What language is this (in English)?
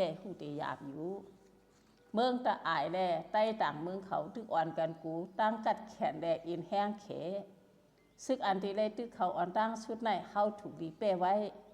Shan